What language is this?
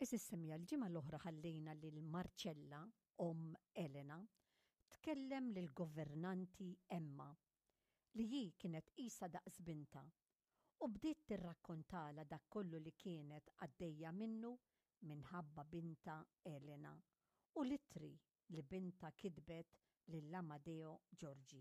Maltese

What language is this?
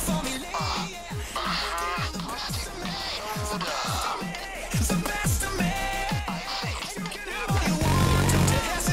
English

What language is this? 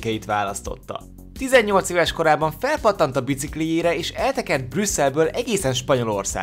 Hungarian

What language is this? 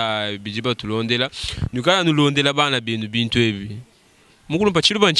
Luba-Lulua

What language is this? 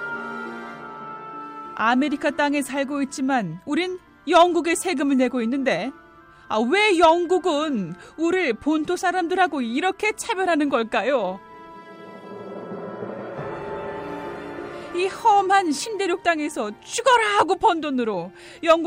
Korean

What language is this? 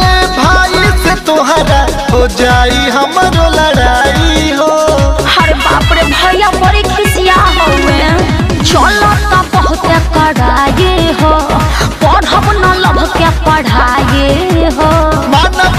Bhojpuri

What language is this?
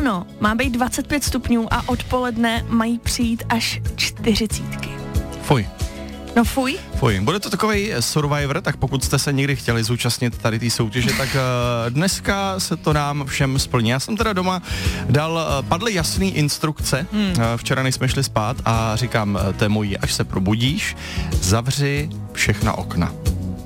Czech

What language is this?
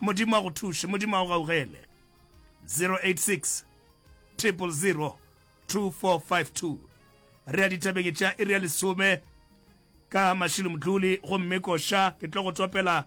Northern Sotho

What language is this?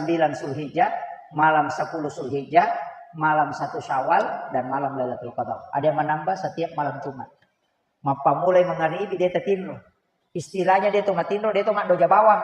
Buginese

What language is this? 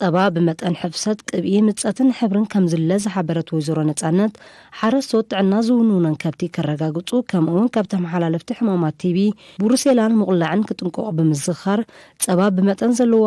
Tigrinya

